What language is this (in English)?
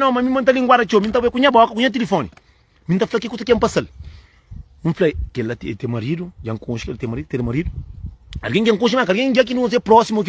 Kabuverdianu